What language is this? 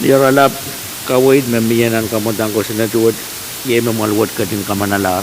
Pohnpeian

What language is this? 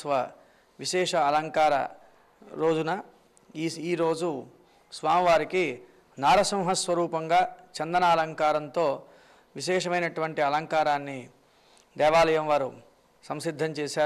Telugu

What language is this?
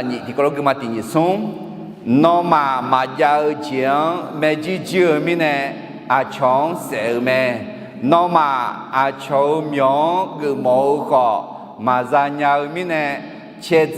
Akha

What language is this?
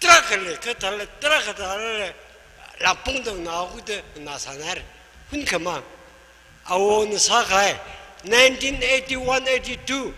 Tangkhul Naga (India)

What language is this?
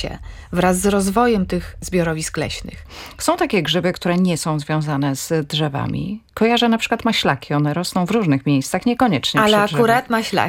Polish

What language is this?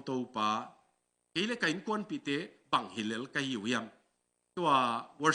Tedim Chin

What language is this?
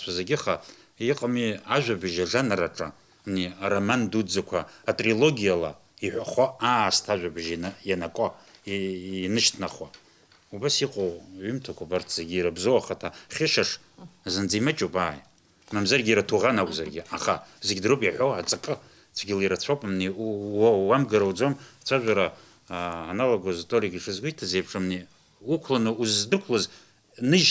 Abkhazian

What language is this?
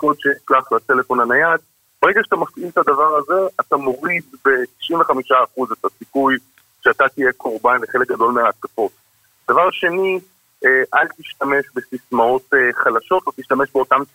Hebrew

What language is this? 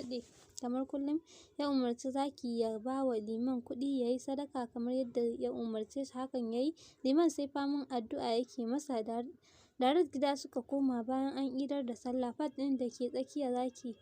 Hausa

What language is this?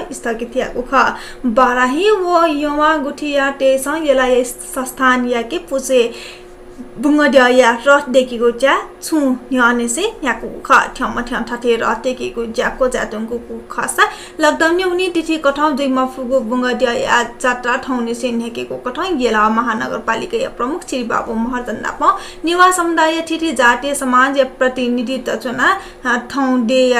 Newari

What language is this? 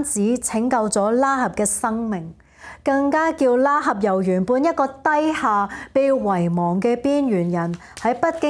Cantonese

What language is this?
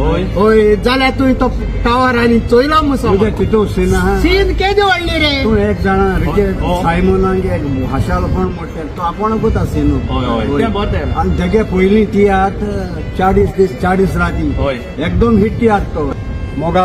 Konkani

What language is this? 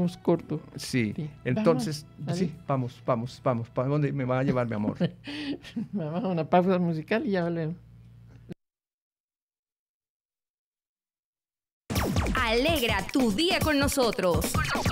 Spanish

